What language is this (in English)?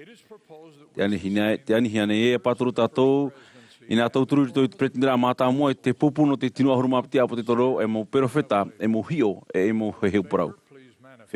Tahitian